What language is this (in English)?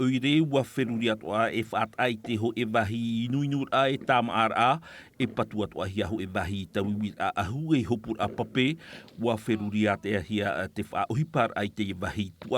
Tahitian